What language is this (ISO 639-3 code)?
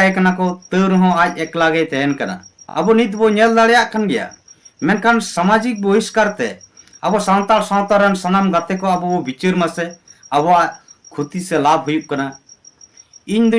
sat